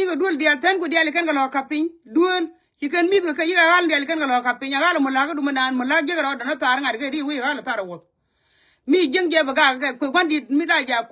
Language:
Nuer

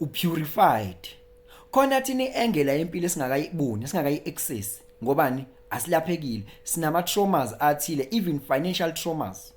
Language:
Zulu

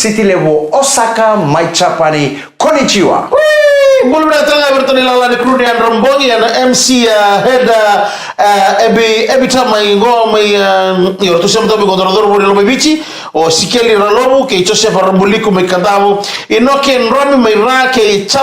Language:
Fijian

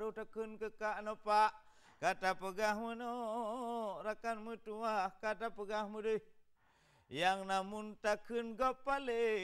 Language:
Achinese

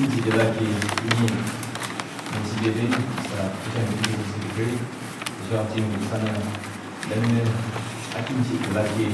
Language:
Yimchungru Naga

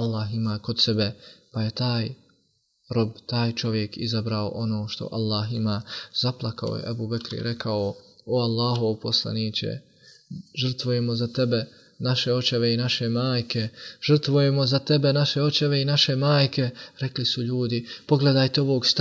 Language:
Bosnian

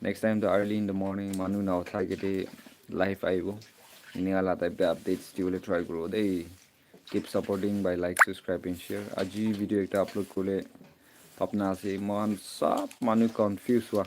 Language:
Naga Pidgin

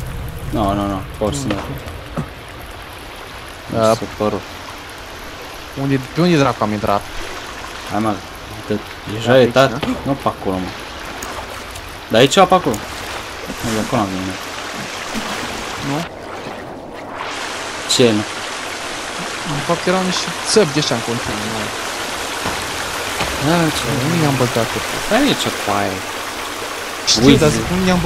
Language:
Romanian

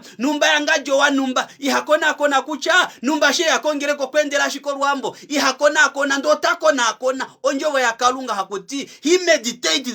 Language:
Kuanyama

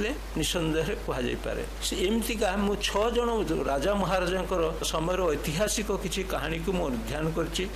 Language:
Odia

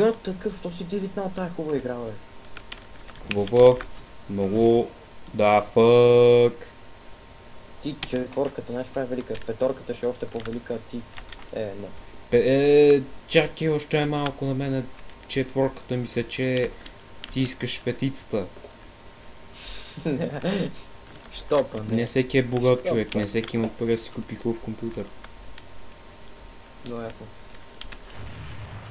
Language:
Bulgarian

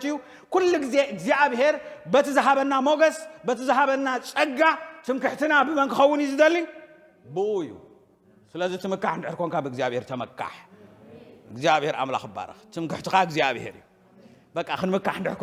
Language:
Tigrinya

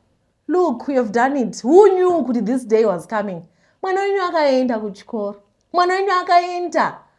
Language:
Shona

